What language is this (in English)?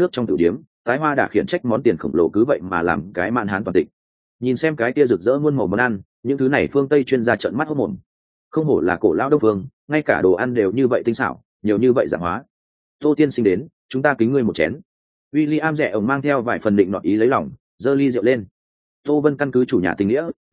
Vietnamese